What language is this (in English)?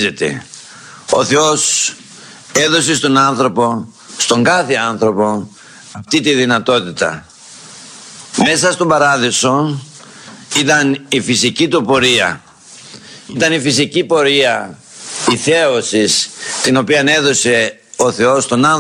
Greek